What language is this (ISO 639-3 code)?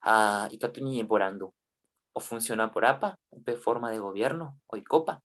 grn